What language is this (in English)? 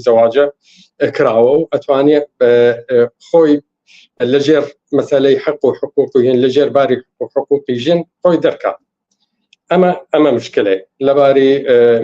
Central Kurdish